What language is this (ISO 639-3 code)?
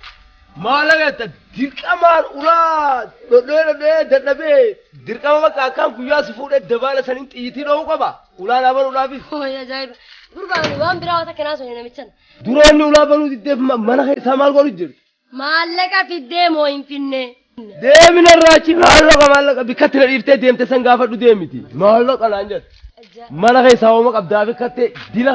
orm